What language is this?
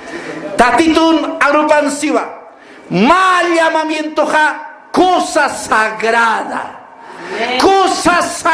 Aymara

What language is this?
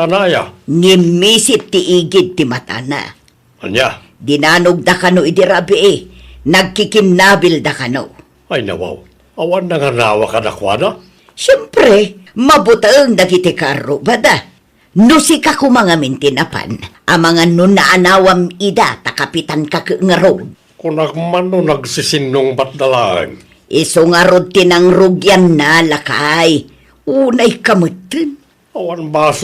Iloko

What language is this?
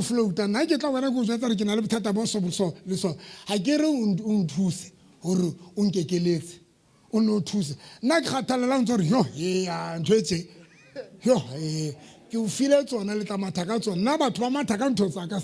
Southern Sotho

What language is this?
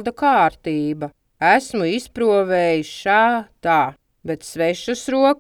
Latvian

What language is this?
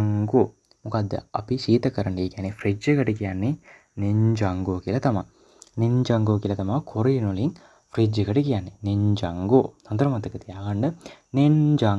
Sinhala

